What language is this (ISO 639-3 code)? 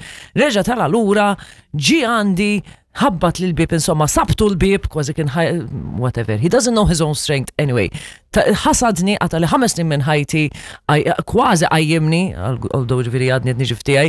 mlt